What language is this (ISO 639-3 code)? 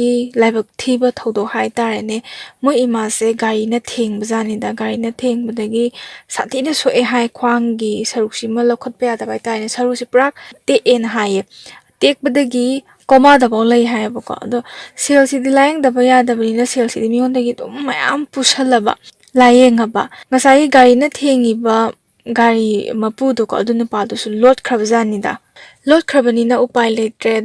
mni